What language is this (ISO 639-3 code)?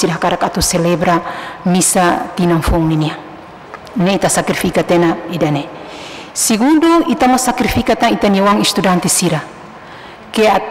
tet